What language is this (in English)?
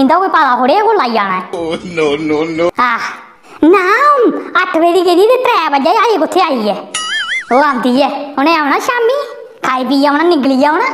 Dogri